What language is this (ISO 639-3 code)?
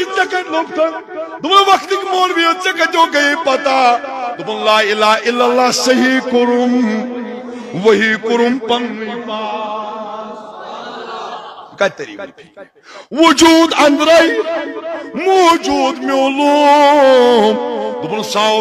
kas